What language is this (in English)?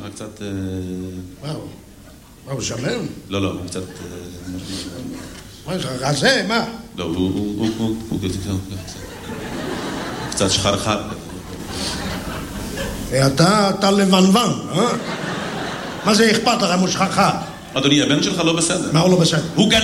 Hebrew